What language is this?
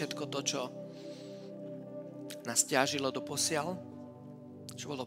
Slovak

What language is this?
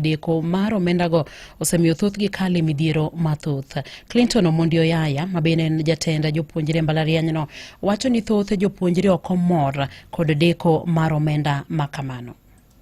Luo (Kenya and Tanzania)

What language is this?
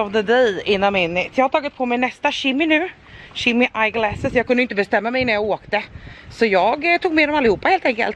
Swedish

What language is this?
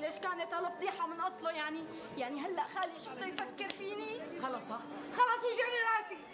North Levantine Arabic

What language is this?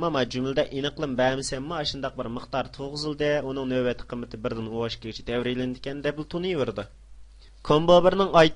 Uyghur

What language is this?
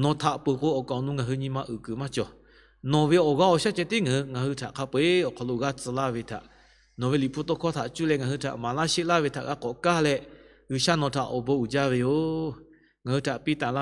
Lahu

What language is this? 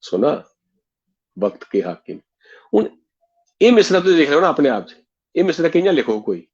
Dogri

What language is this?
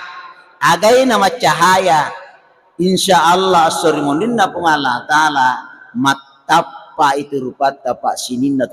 Buginese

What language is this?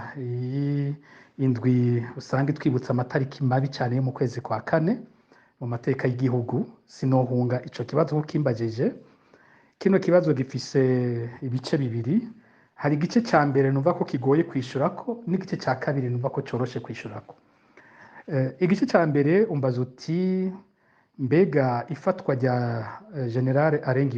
Rundi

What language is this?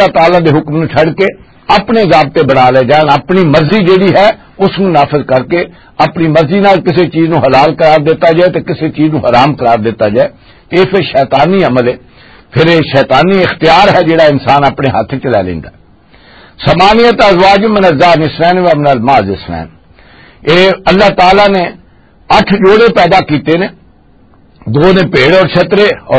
Western Panjabi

